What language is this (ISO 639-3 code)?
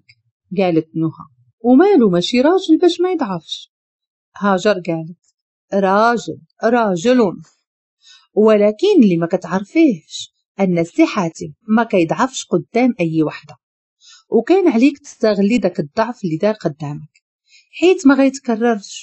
ary